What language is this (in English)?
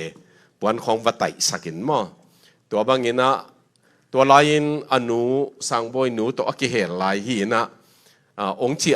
Tedim Chin